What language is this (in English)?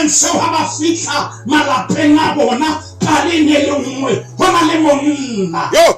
Southern Sotho